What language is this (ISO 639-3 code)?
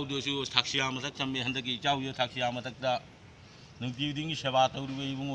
mni